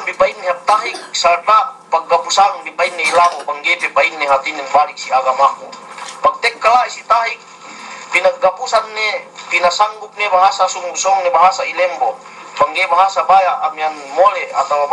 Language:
Yakan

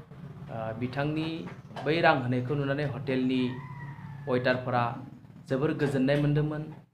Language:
Bodo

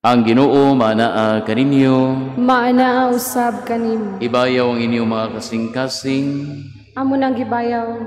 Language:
Cebuano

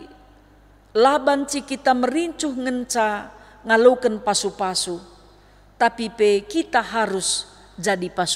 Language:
Batak Karo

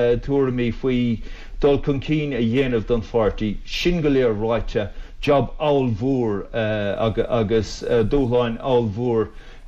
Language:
Irish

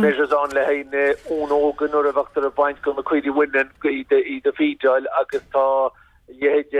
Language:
Irish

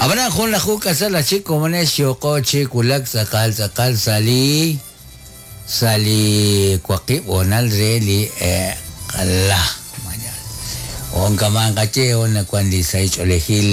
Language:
Kekchí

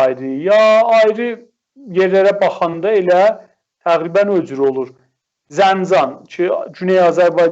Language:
South Azerbaijani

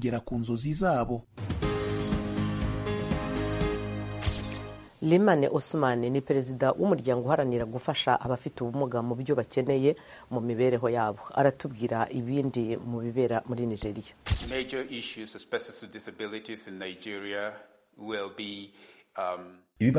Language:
Kinyarwanda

